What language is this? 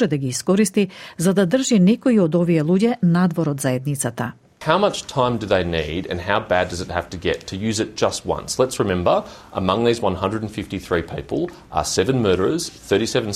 Macedonian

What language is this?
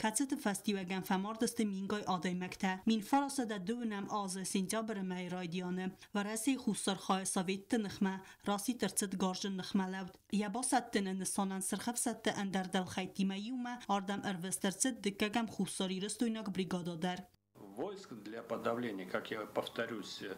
Ossetic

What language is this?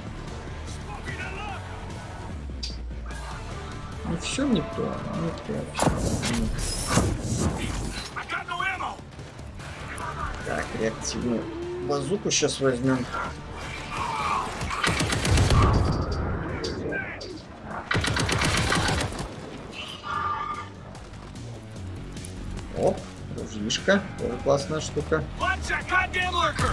Russian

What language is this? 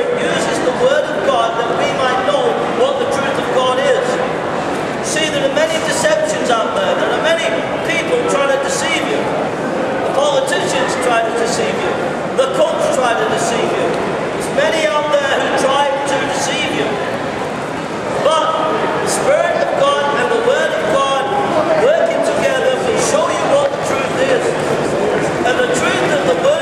English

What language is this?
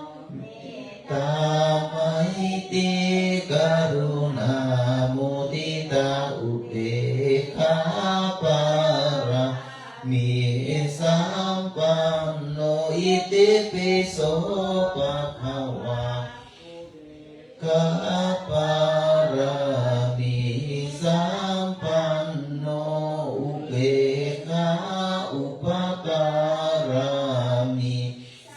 Pali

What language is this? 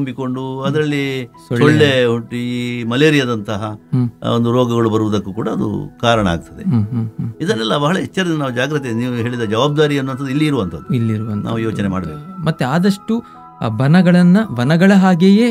Kannada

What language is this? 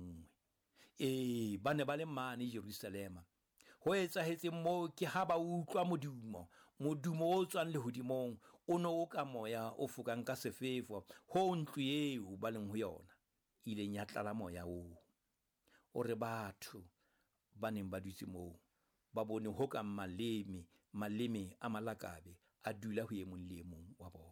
Southern Sotho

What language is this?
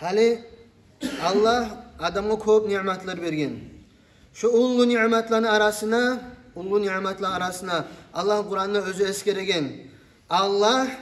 Kumyk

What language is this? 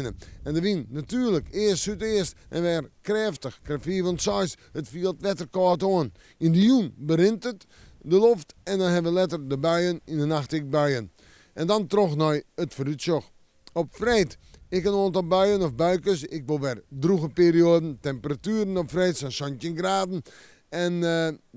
Western Frisian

